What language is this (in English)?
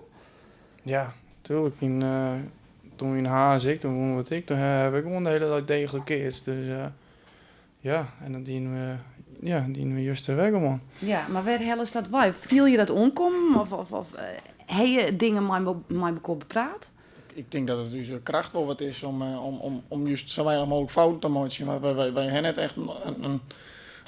Western Frisian